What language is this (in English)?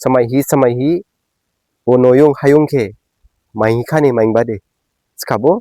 Dimasa